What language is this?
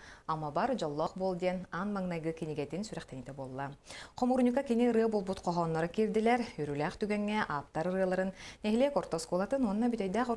Yakut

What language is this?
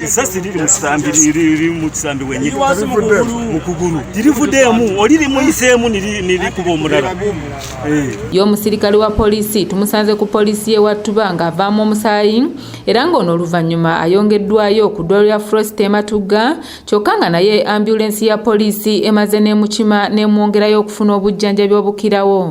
Ganda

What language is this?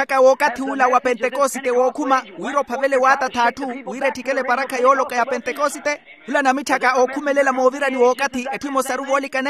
Makhuwa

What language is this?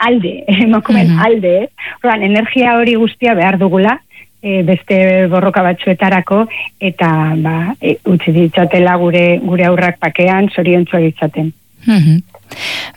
Basque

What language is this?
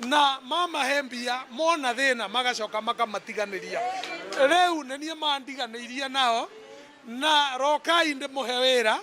Meru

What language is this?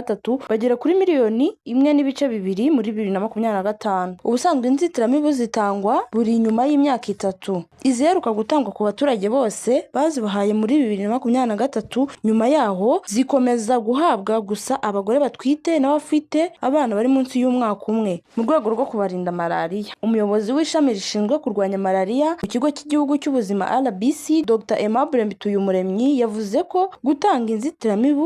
Kinyarwanda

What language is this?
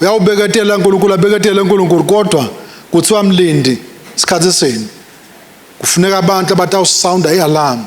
Swati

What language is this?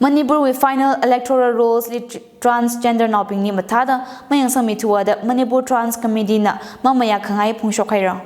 Tangkhul Naga (India)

